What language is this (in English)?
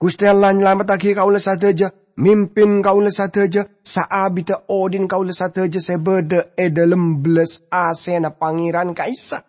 Madurese